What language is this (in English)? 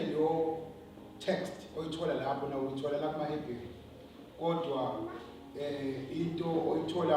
Zulu